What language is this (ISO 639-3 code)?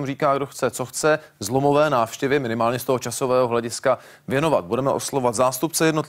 ces